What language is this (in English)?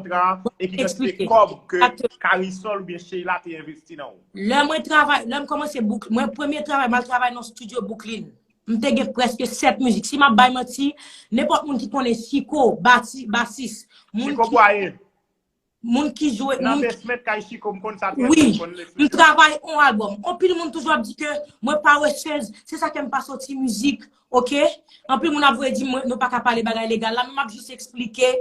Haitian Creole